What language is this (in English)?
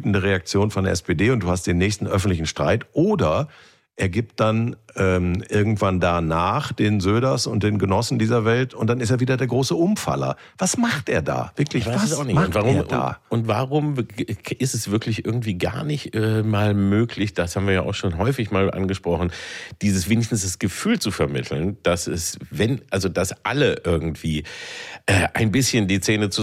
German